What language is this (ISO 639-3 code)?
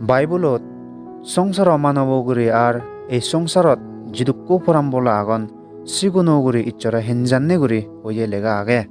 ccp